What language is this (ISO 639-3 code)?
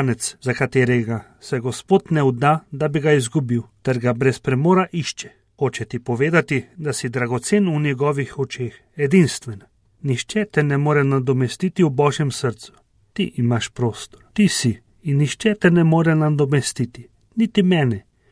slv